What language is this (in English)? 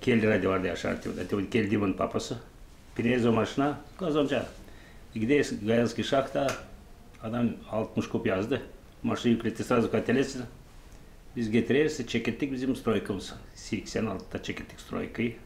Gagauz